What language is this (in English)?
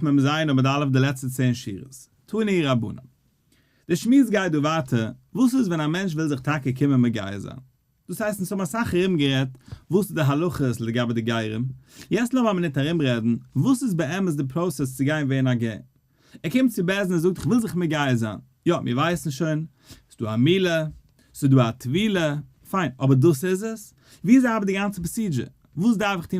Yiddish